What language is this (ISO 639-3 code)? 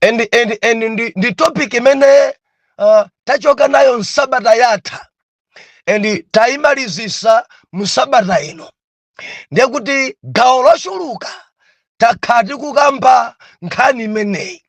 nya